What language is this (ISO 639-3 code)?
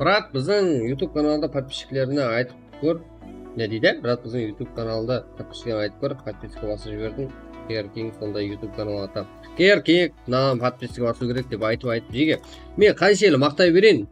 kaa